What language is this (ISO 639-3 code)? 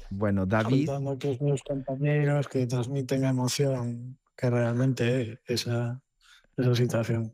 glg